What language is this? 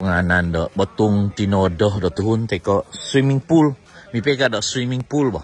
Central Dusun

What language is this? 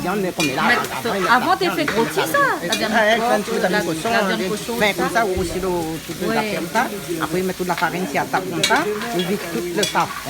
Réunion Creole French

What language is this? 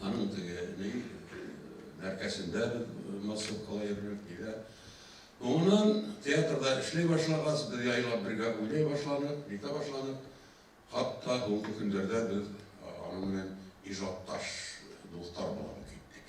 Bashkir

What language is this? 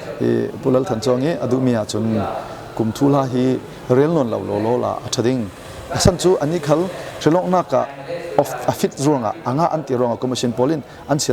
Falam Chin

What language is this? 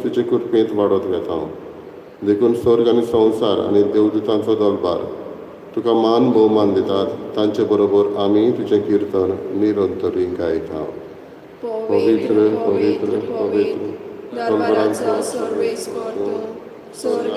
Konkani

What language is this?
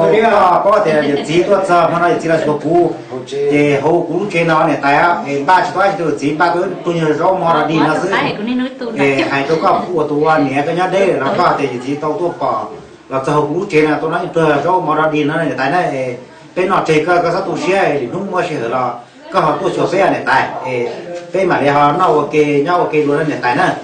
Hmong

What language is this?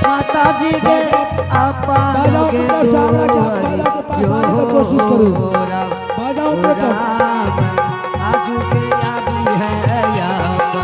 Angika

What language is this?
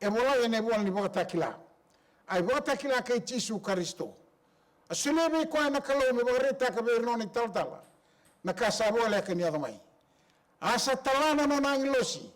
Fijian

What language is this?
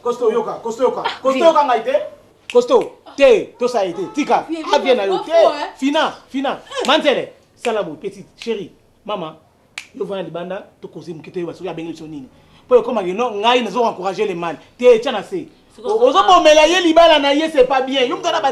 Lingala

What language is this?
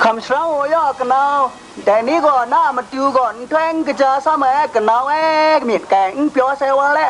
Kachin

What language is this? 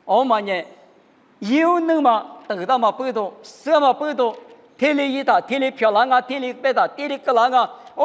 Lisu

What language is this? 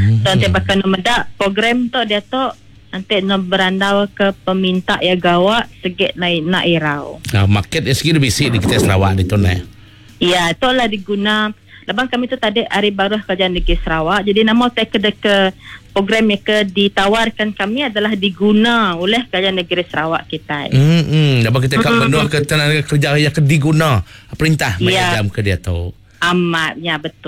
Iban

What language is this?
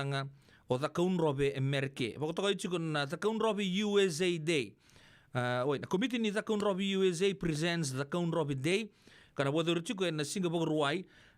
Fijian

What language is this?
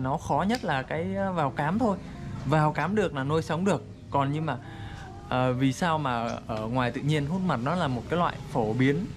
Vietnamese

